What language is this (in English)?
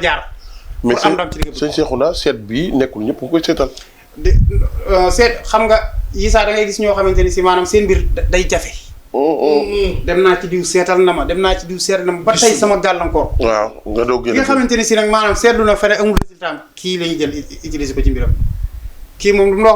Wolof